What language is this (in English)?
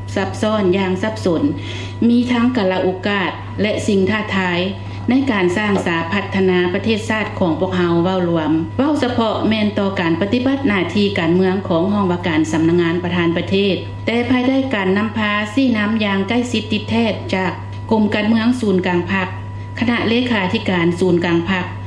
Lao